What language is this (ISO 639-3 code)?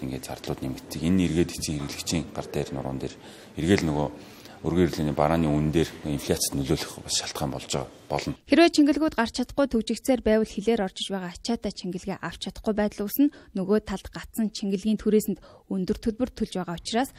mon